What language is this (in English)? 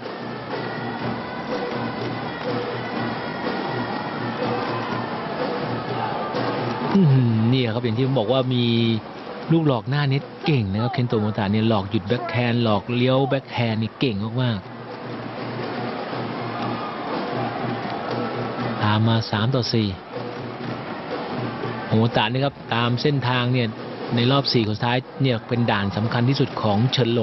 Thai